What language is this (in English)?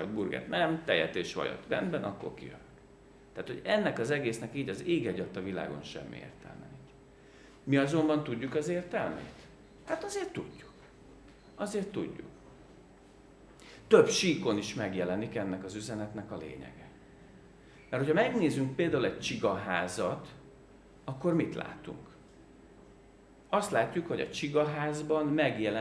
Hungarian